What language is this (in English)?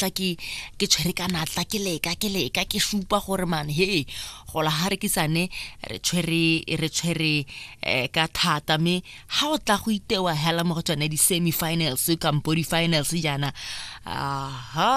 Tswana